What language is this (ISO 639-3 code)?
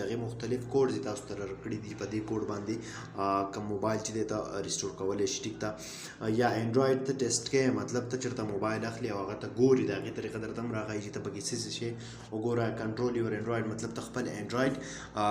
pus